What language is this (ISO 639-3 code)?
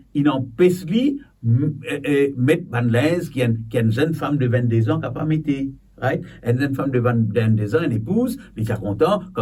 mfe